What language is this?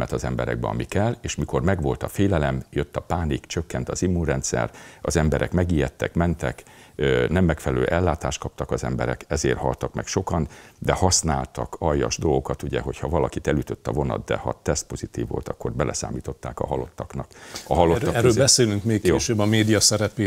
Hungarian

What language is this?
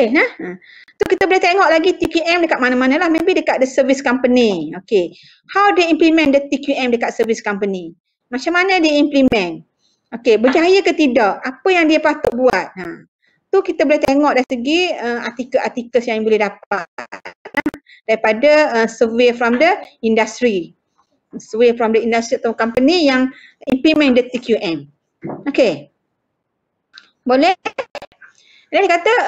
Malay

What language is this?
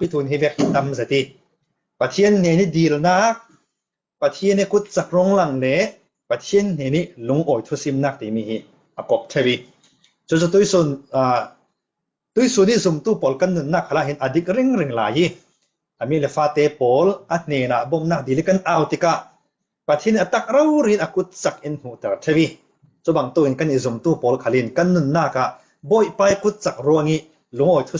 Falam Chin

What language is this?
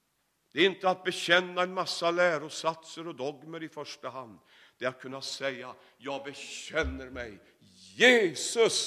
Swedish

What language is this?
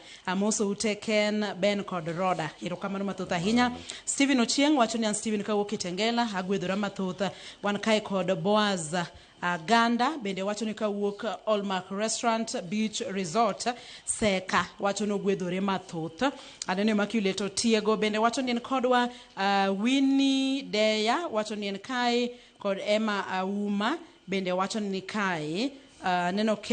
Luo (Kenya and Tanzania)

